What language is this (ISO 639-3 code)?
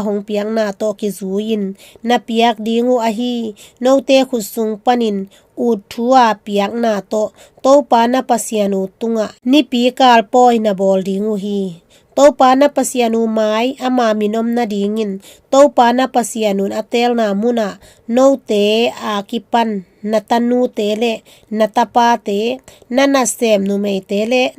ctd